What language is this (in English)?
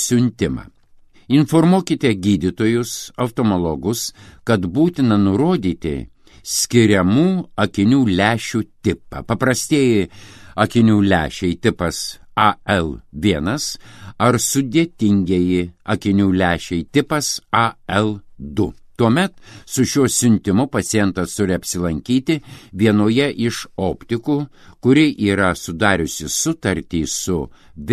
Lithuanian